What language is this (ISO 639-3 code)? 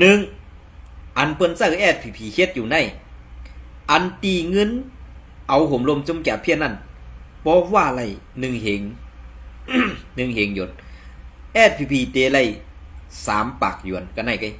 shn